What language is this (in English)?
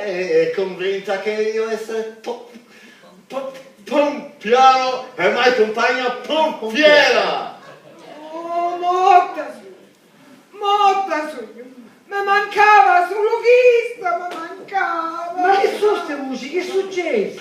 Sicilian